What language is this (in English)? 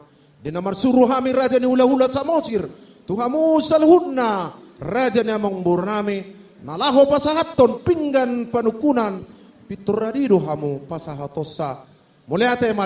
Batak Toba